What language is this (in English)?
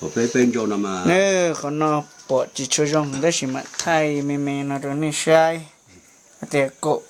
Hmong